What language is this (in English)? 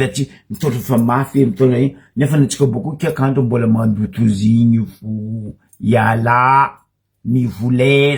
Malagasy